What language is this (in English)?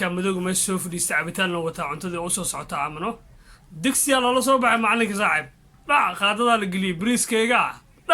Somali